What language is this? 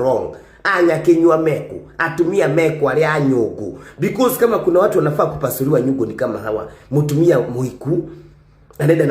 Kikuyu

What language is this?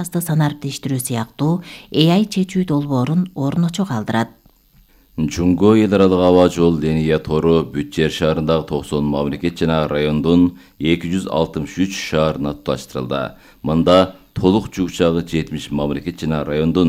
Kyrgyz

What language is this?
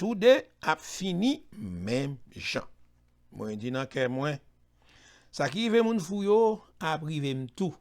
Haitian Creole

